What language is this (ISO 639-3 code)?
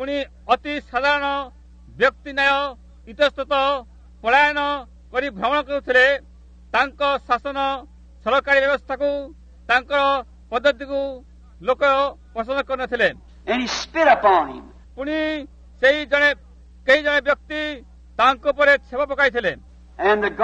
ori